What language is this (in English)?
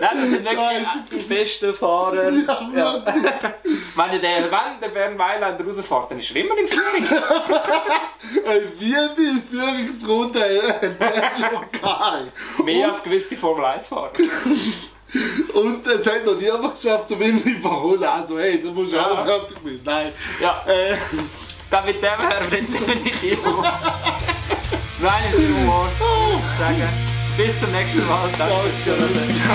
Swiss German